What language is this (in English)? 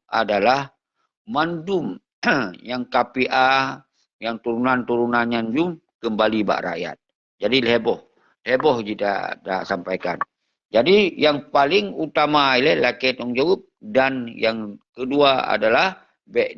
Achinese